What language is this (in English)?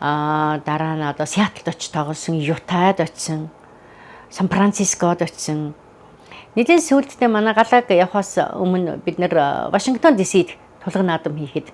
Mongolian